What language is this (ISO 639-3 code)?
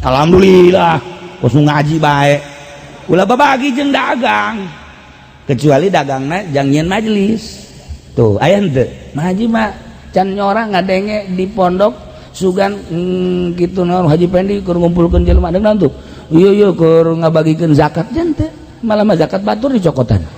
sun